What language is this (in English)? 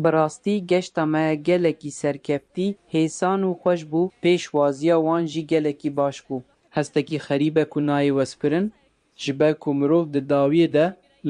Kurdish